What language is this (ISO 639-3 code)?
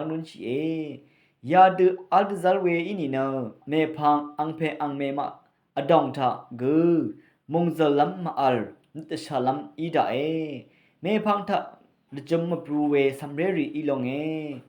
raw